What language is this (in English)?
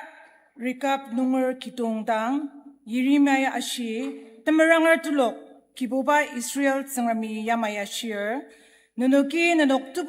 Ao Naga